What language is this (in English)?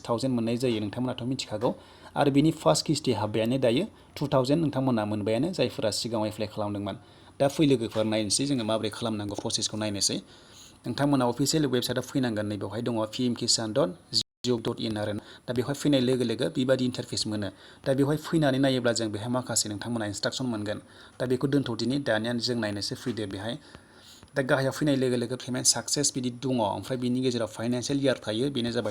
Bodo